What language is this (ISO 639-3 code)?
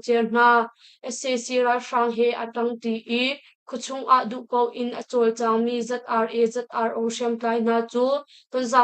cnh